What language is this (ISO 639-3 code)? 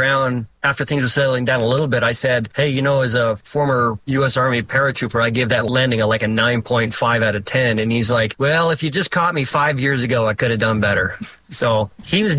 eng